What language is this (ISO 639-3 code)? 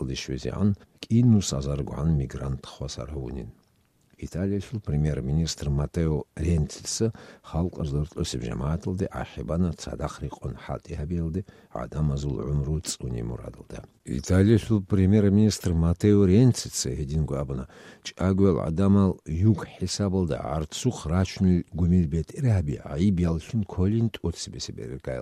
kat